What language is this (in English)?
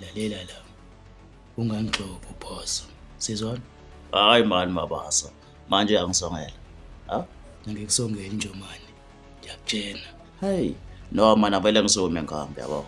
Zulu